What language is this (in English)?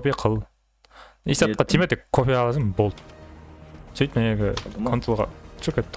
Kara-Kalpak